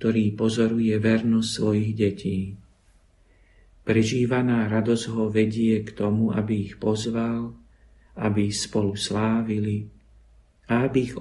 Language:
Slovak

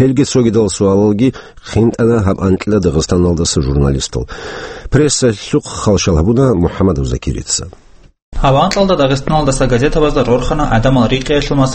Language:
Avaric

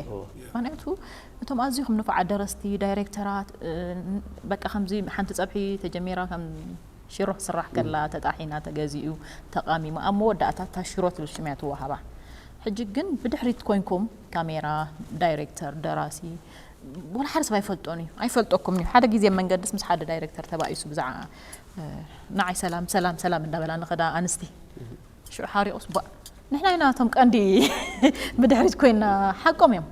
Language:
Tigrinya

